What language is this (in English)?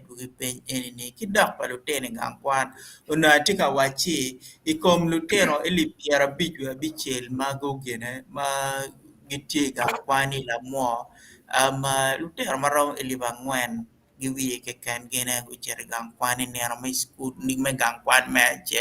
Acoli